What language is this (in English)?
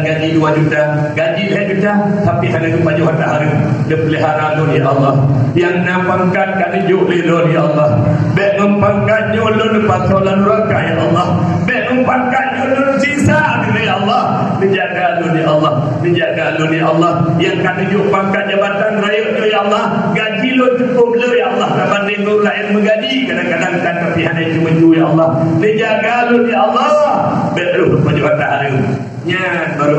Achinese